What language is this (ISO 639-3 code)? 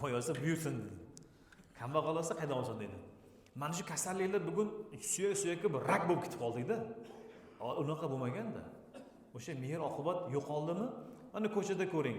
uzb